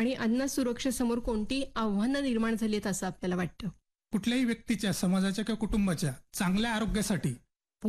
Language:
Marathi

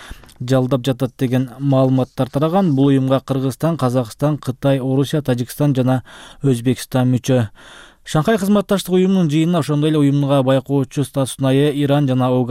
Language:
Kyrgyz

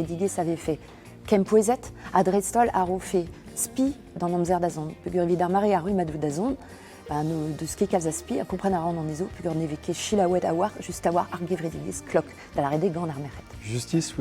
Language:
Breton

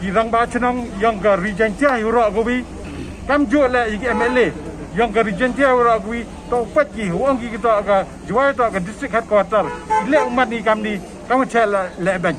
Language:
Pnar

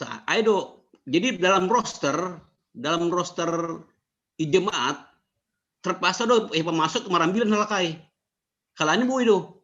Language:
Batak Simalungun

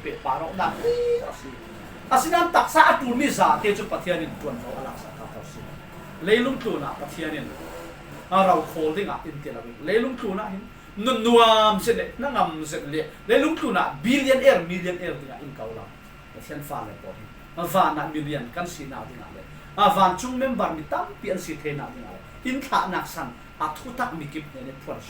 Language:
Falam Chin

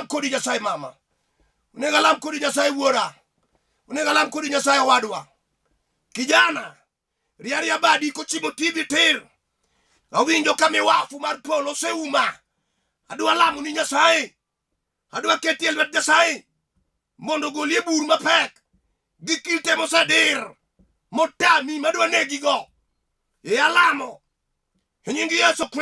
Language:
Luo (Kenya and Tanzania)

